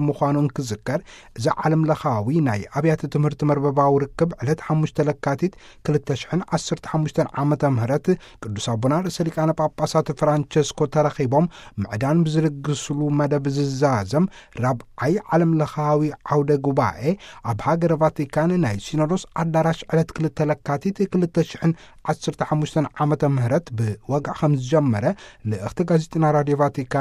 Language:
Tigrinya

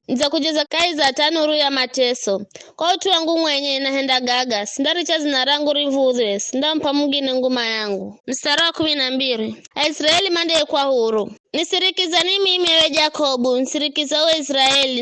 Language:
Giryama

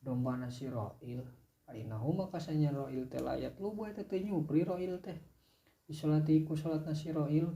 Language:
Sundanese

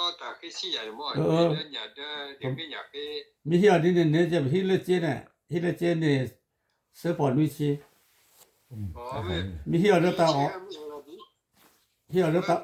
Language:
S'gaw Karen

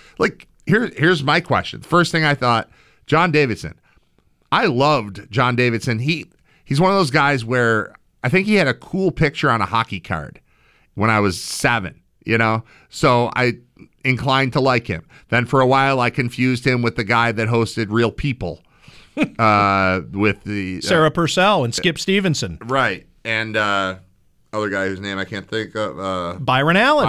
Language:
English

